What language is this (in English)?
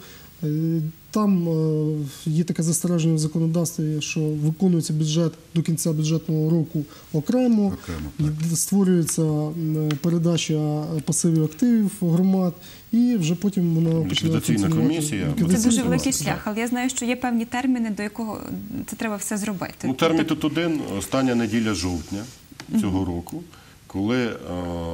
Ukrainian